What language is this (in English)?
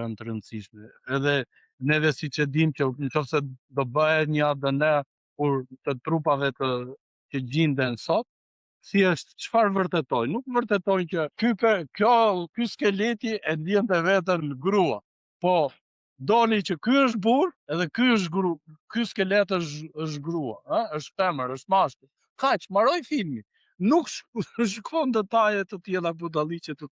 Albanian